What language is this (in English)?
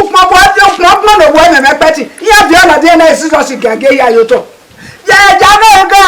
Bini